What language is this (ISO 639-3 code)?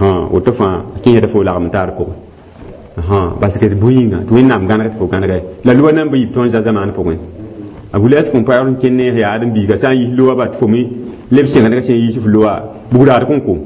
mos